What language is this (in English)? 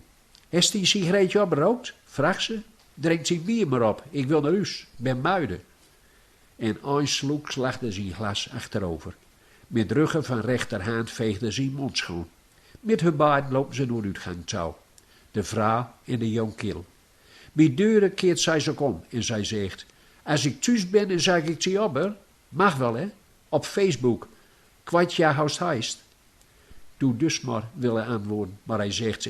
Gronings